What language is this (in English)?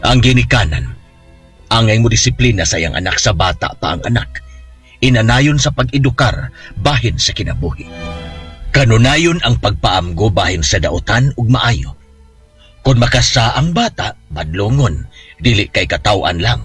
Cebuano